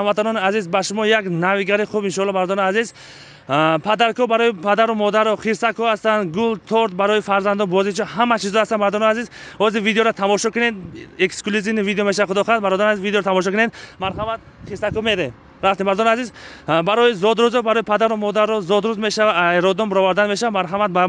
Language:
Tajik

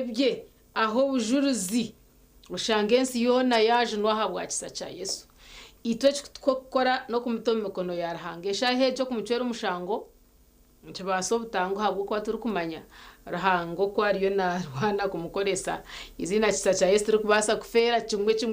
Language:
Nyankole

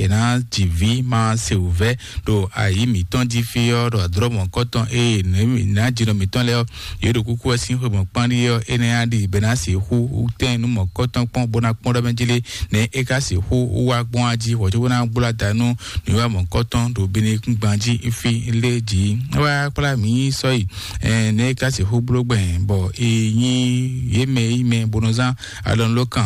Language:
Fon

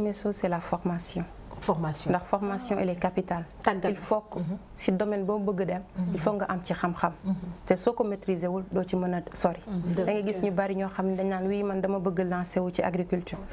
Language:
Wolof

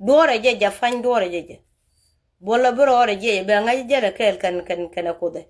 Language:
Nuer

